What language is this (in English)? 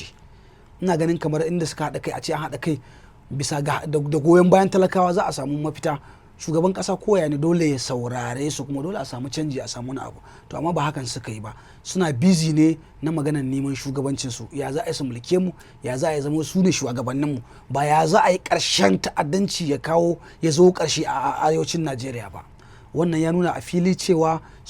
Hausa